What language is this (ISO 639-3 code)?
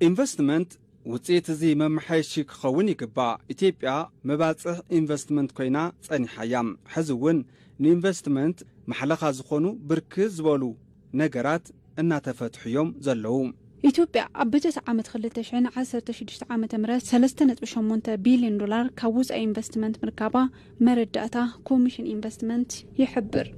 tir